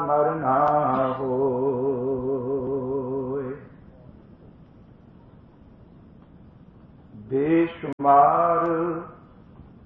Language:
Punjabi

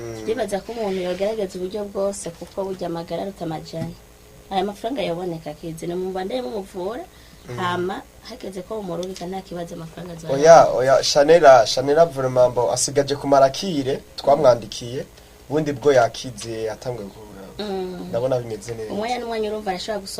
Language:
Rundi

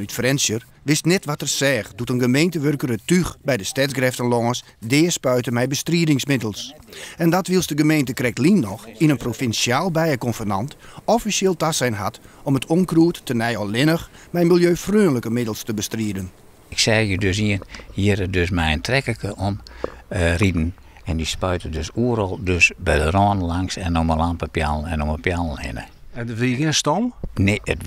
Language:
Western Frisian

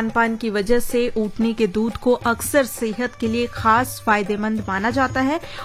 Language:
Hindi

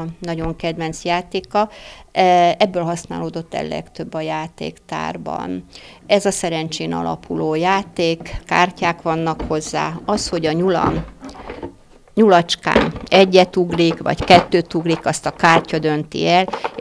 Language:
Hungarian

